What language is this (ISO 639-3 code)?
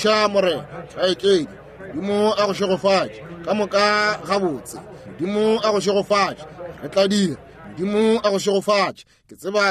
nso